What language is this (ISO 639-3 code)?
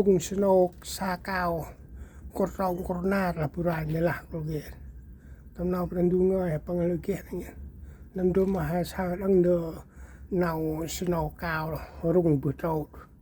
cmo